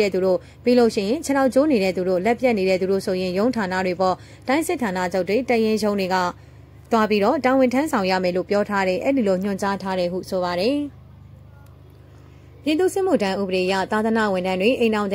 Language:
Burmese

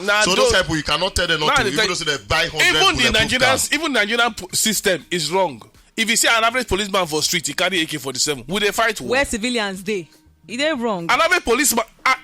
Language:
Nigerian Pidgin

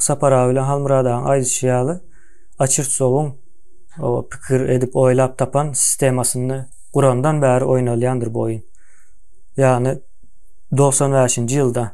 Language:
Turkmen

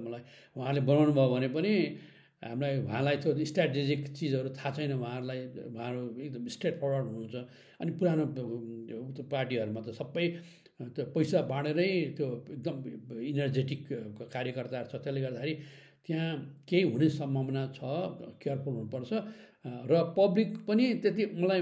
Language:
Nepali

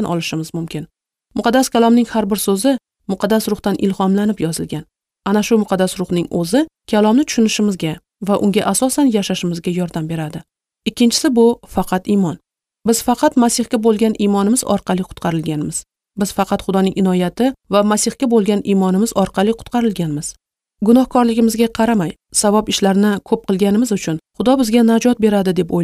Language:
Uzbek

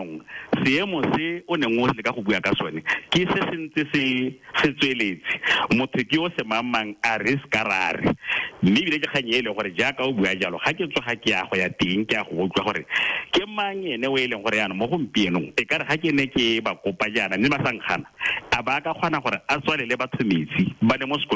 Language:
Tswana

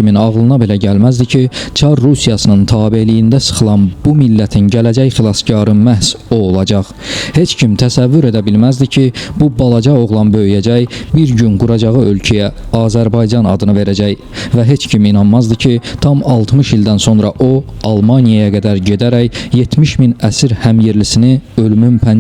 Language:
Azerbaijani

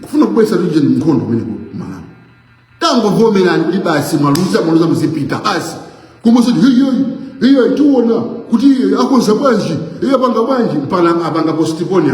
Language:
Nyanja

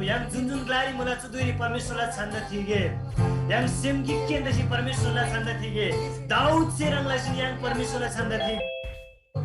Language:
Eastern Tamang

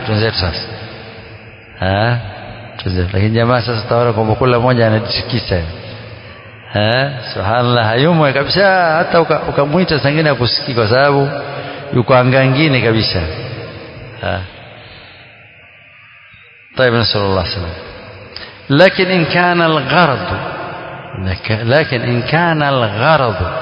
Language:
Swahili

